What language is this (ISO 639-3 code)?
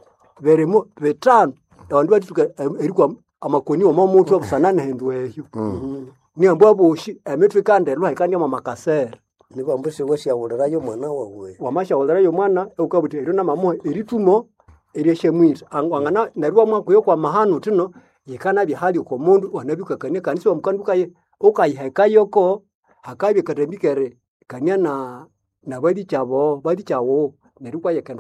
nnb